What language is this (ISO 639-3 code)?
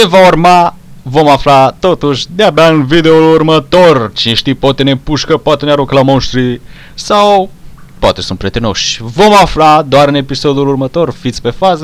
ron